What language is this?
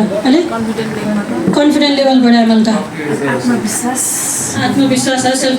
Newari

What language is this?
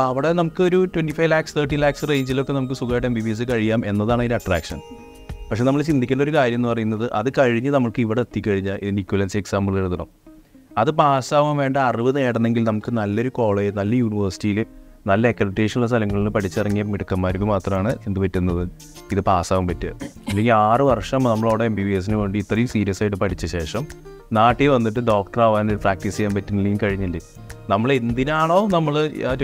Malayalam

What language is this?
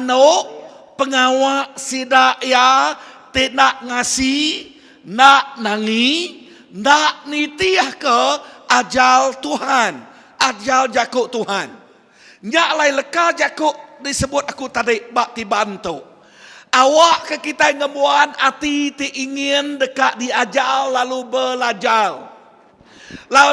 Iban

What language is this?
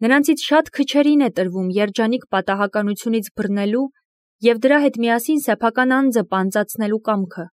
Armenian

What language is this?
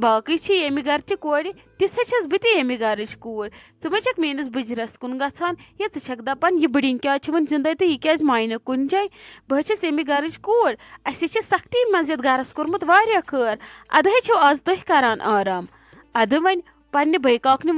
Kashmiri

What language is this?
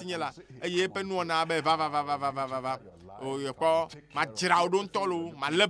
Ewe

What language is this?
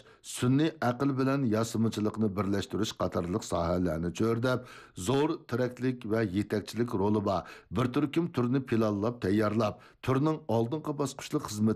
Uyghur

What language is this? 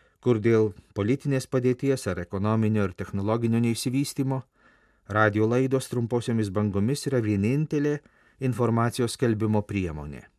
Lithuanian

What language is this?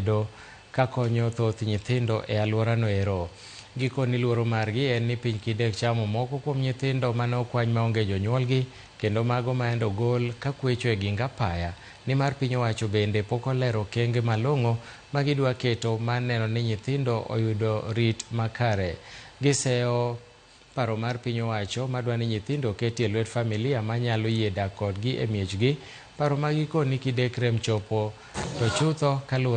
Luo (Kenya and Tanzania)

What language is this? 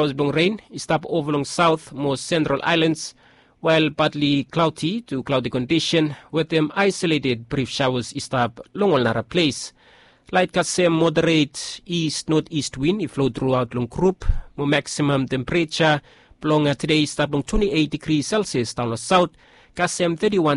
Bislama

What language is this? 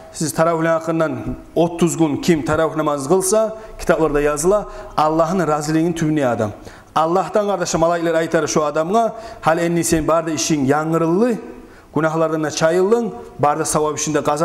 Kumyk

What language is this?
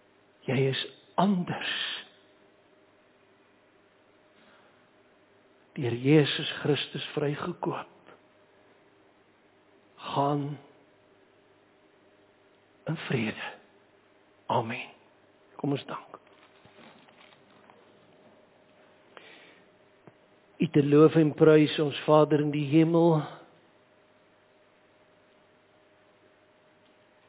Afrikaans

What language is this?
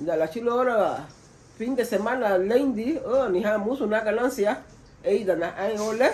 Garifuna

